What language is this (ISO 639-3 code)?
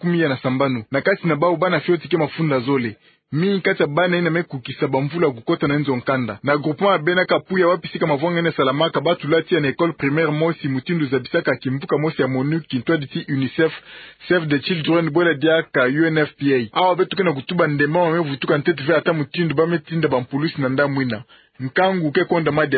ktu